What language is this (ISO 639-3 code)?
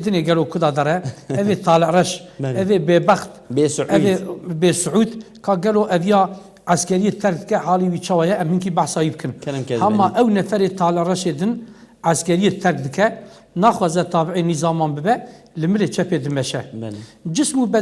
kur